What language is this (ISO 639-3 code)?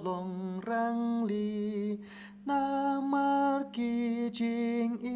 kha